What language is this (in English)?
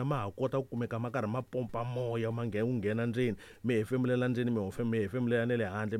Tsonga